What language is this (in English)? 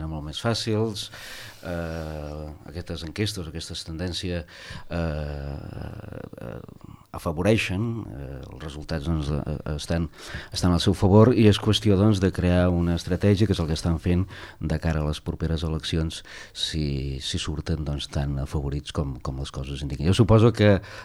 Catalan